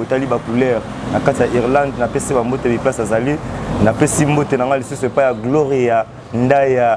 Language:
Lingala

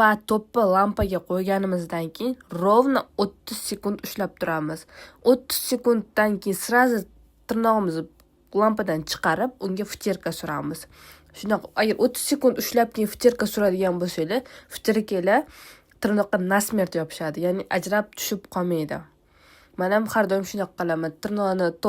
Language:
Uzbek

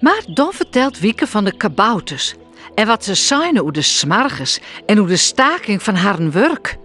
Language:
Western Frisian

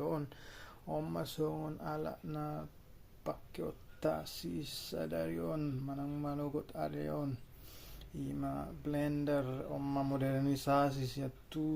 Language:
Batak Toba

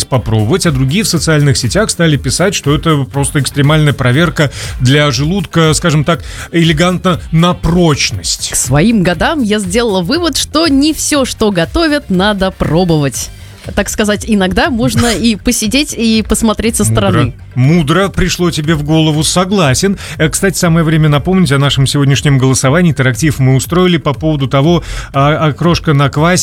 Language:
Russian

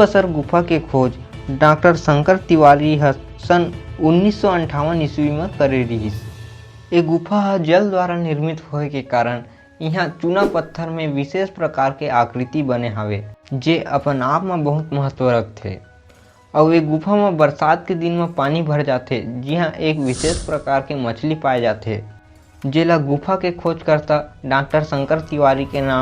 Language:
Chhattisgarhi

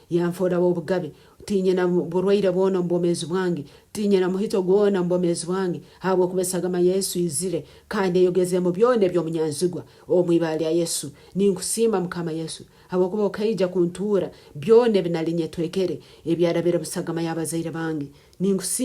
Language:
Nyankole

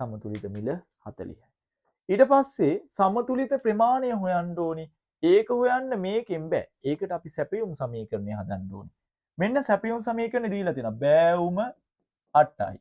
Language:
Sinhala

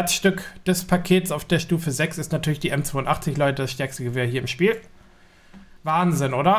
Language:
German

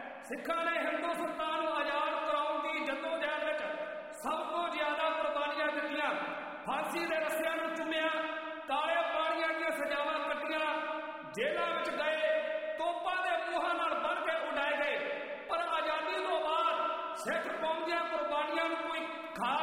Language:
Punjabi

